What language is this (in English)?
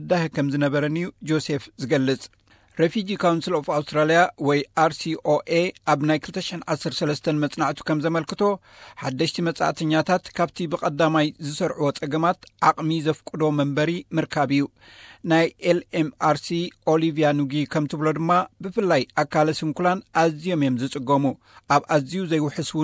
Tigrinya